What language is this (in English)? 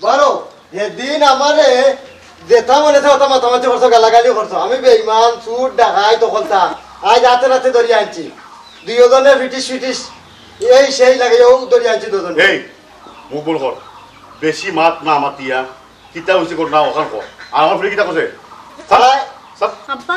Sylheti